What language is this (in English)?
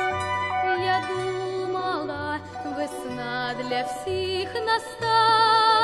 Ukrainian